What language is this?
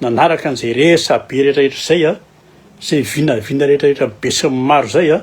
Malagasy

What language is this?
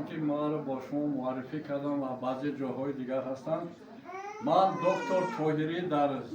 Tajik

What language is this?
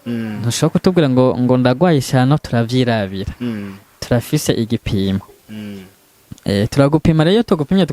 Rundi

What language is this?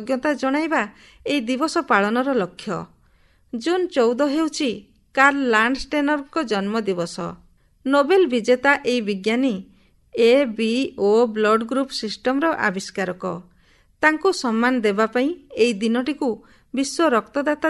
Odia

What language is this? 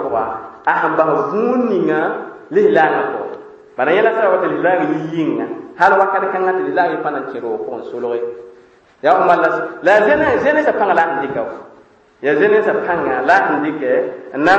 Mossi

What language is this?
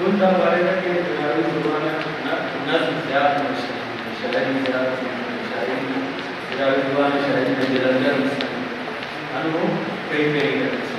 Brahui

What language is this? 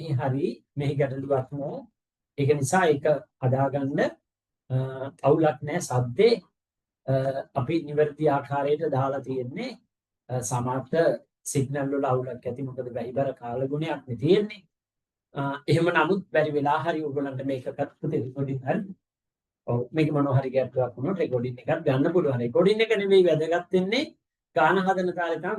Sinhala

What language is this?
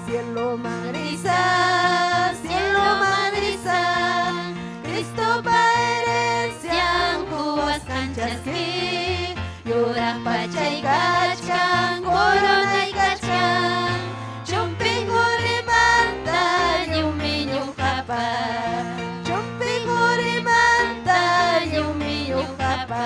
Ayacucho Quechua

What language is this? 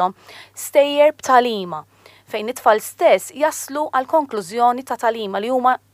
Maltese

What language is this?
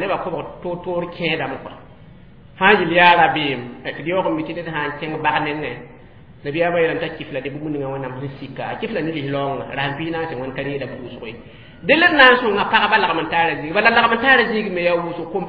Mossi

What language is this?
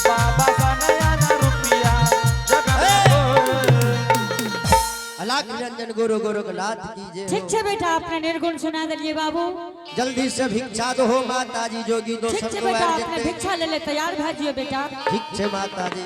Angika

